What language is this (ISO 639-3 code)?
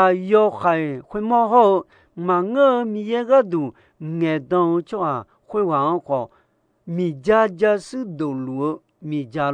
ahk